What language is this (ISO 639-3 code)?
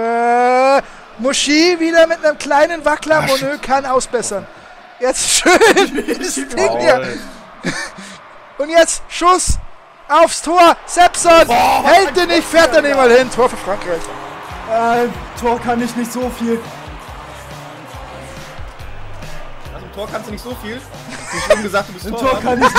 deu